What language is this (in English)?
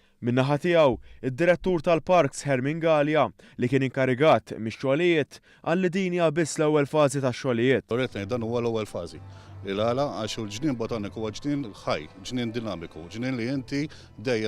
Maltese